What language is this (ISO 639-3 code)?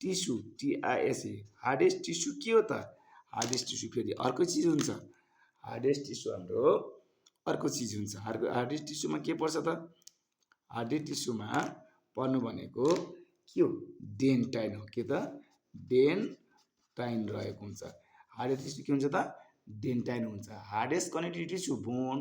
nep